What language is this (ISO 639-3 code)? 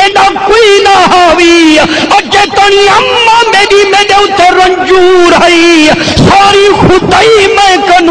skr